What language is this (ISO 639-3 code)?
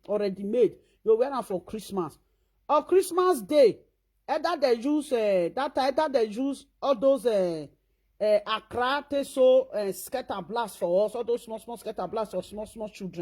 pcm